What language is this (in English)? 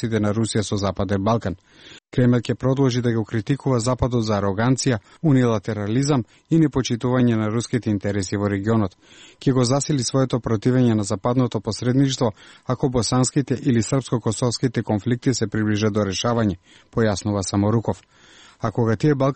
Macedonian